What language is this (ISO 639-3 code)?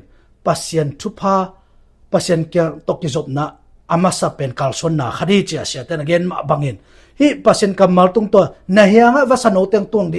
ctd